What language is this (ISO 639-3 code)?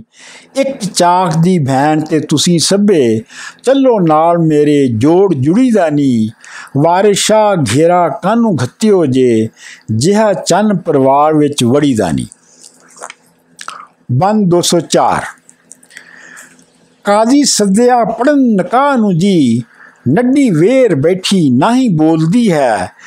pan